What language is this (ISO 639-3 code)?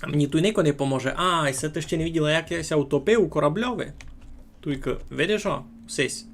rue